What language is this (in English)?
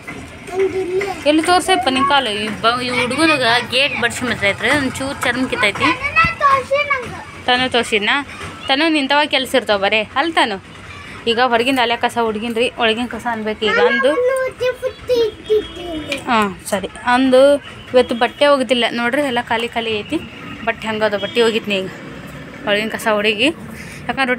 Kannada